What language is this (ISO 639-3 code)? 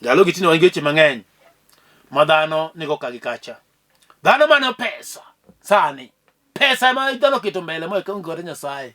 luo